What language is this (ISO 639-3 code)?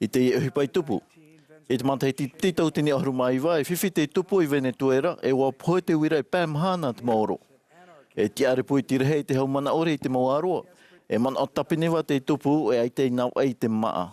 tah